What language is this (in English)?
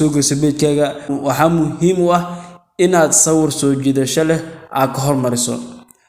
Somali